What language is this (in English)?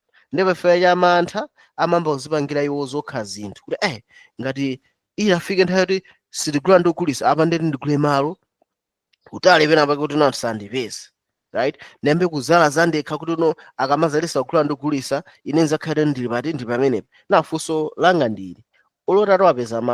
Nyanja